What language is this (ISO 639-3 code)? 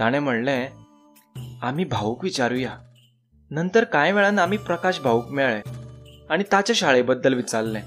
kok